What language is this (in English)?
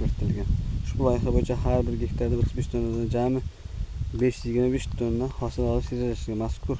Uzbek